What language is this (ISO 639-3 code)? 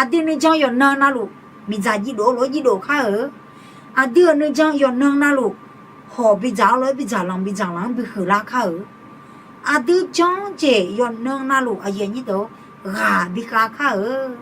ahk